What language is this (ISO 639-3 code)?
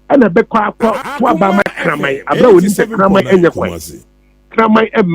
aka